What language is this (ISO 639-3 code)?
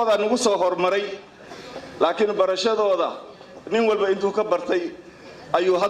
som